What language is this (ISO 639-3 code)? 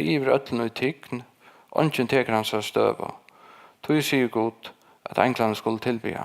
fao